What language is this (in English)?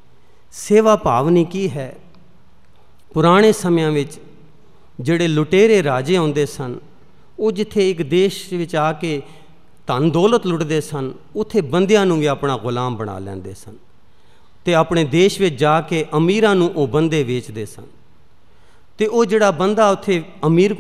Punjabi